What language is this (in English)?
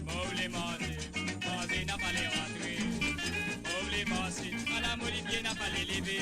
Morisyen